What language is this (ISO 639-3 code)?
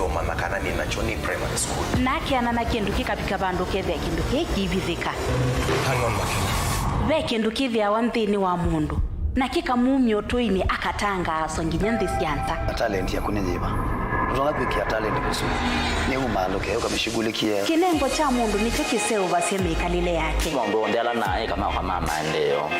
kam